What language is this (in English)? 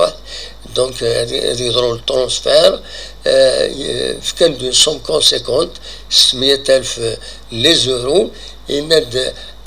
Kabyle